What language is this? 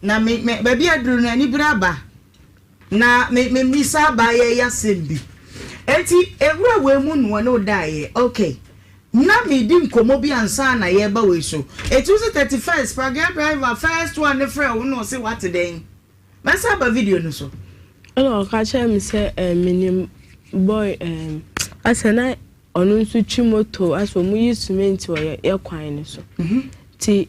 Akan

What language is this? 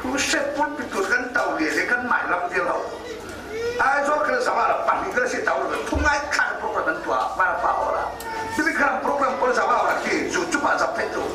Falam Chin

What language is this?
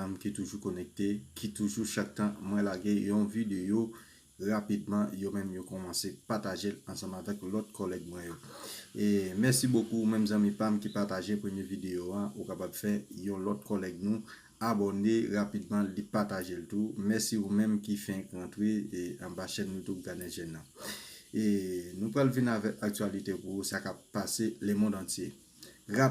Haitian Creole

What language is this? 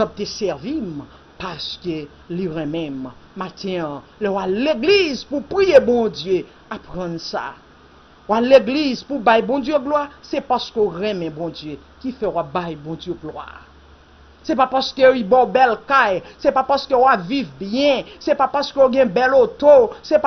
Haitian Creole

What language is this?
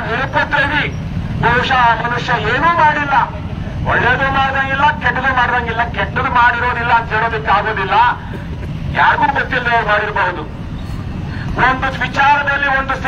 Kannada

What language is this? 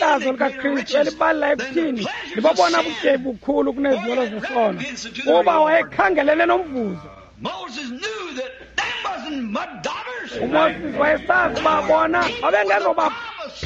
Xhosa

